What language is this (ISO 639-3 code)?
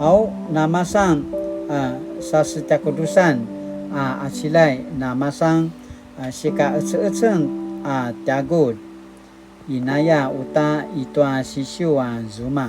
pwn